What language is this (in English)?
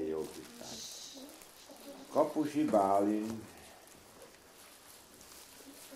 Hungarian